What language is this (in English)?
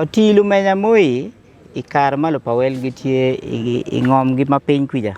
Acoli